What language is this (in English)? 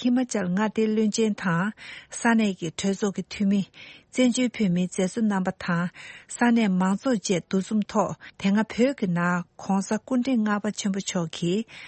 Tibetan